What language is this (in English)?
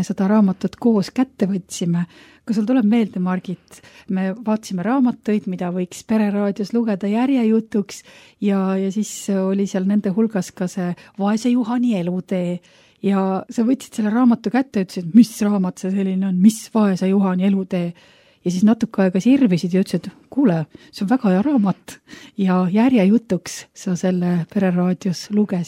Estonian